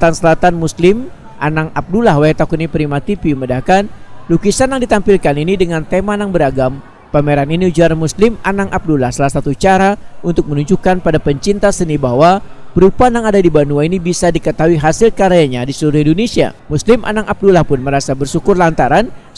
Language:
Banjar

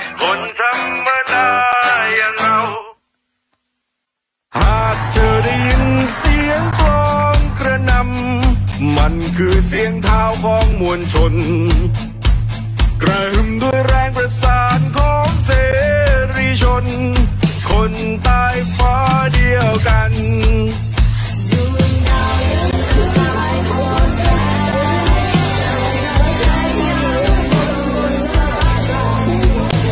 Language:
Thai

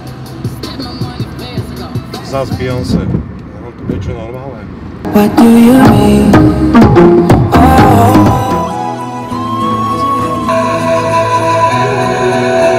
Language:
Slovak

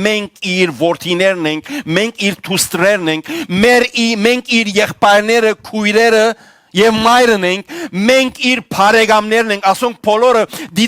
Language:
Western Armenian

